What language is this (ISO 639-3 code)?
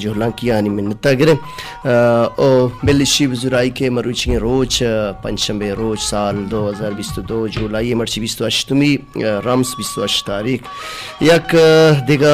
bal